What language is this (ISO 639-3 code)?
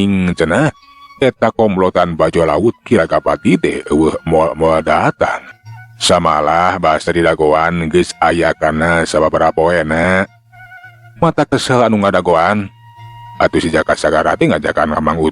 sun